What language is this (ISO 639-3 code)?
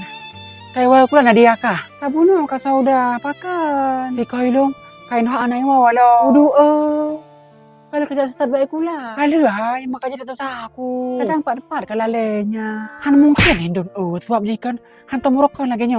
ace